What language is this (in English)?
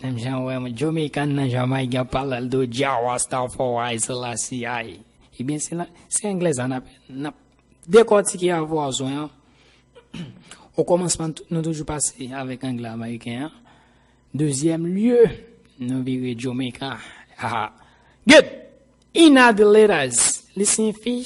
Haitian Creole